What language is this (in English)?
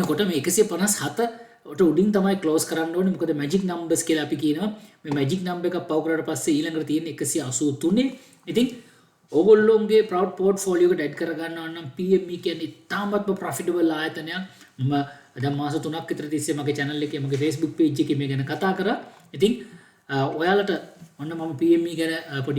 Sinhala